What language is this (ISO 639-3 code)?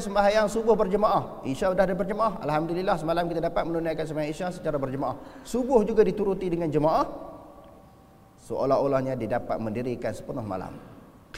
msa